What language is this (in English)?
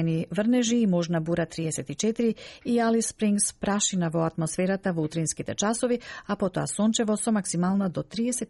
Macedonian